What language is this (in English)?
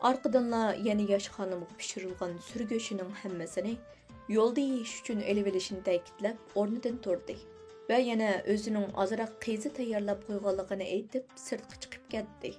Uyghur